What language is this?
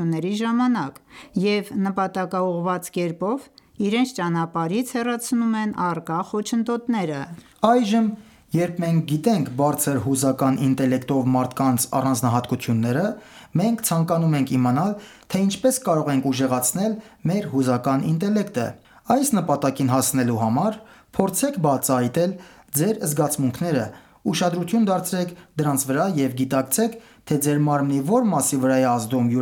Armenian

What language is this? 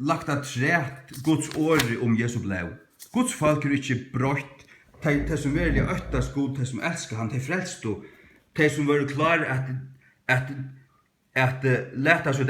Faroese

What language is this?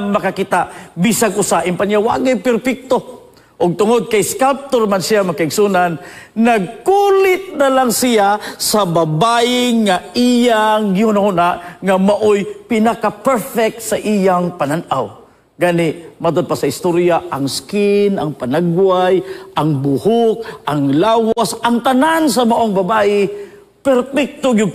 Cebuano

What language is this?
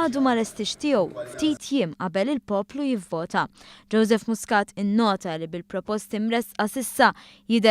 Maltese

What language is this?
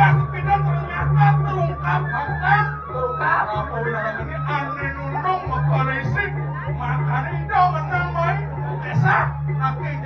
Balinese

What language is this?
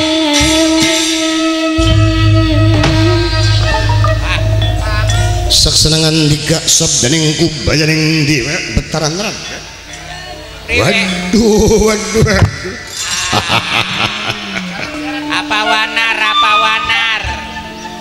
Javanese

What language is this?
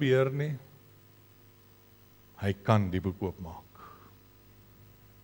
Afrikaans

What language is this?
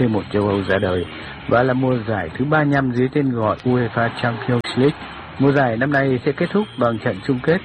Vietnamese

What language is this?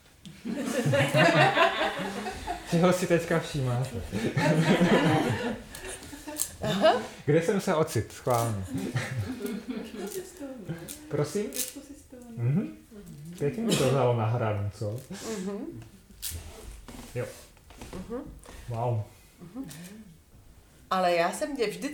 Czech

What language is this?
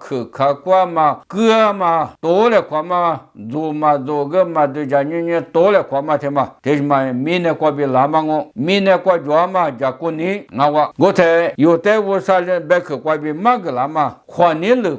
Lisu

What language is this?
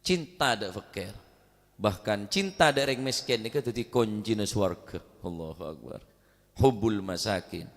Madurese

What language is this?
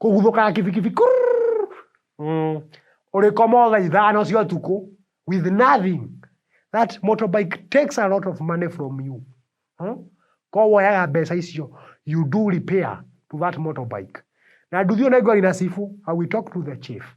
Kikuyu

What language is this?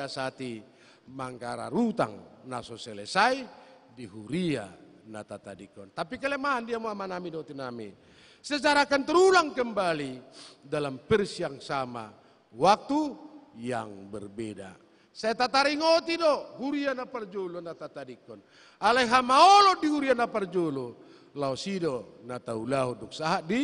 Batak Toba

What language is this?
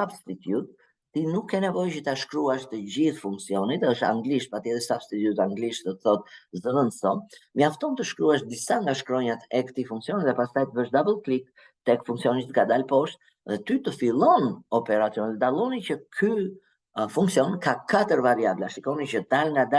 Albanian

